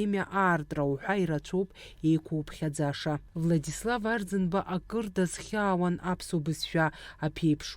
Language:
Abkhazian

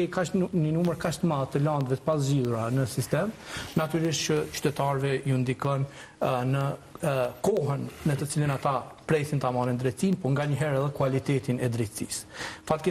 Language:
Albanian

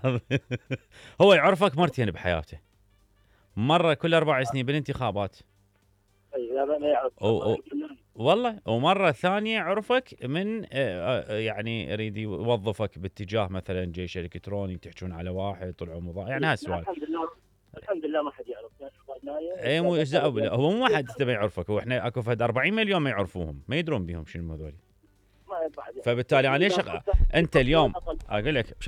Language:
Mesopotamian Arabic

